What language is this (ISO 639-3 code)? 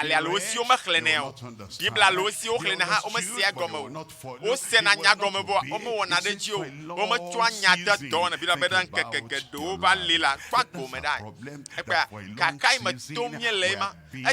ewe